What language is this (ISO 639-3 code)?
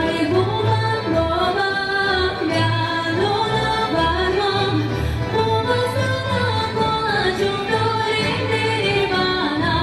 gag